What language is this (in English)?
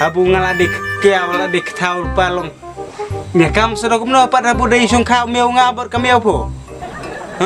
Khasi